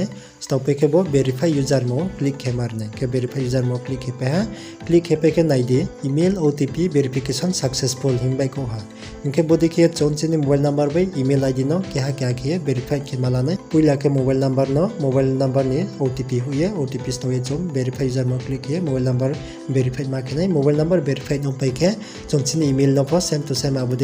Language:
Riang (India)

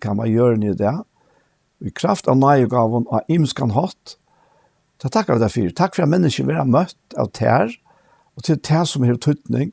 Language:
Faroese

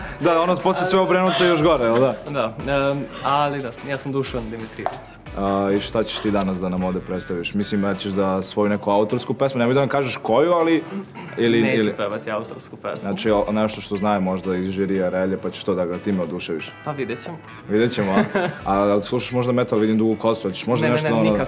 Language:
Serbian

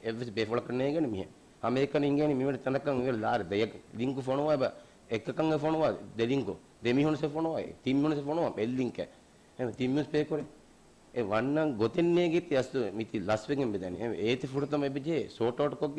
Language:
Divehi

